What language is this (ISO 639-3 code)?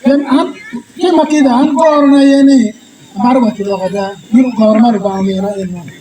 ach